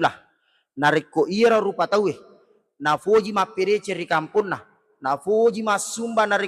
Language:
Buginese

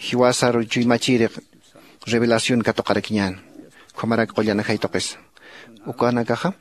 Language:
Aymara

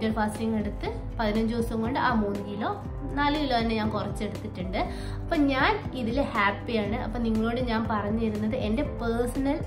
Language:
Malayalam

